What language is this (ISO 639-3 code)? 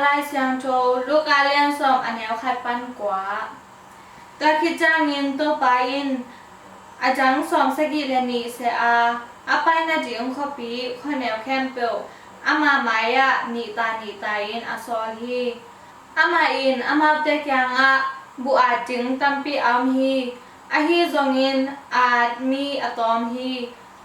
ctd